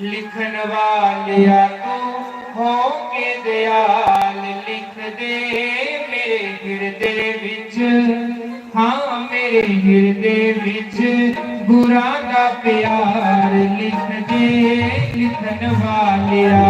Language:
Dogri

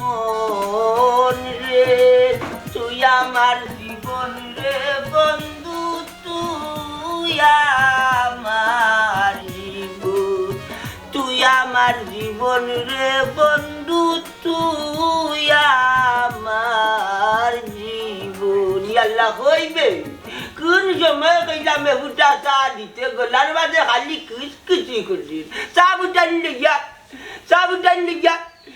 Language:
Sylheti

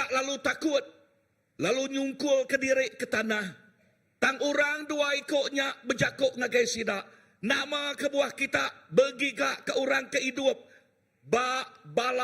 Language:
Iban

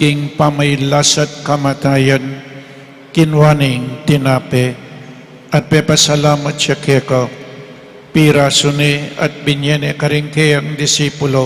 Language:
Pampanga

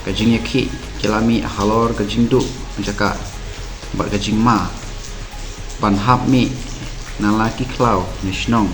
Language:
Khasi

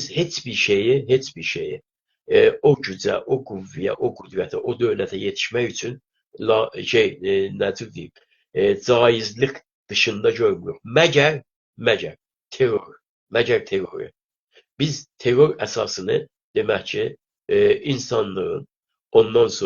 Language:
South Azerbaijani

